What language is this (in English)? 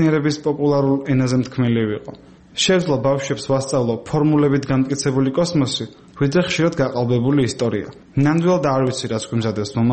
Georgian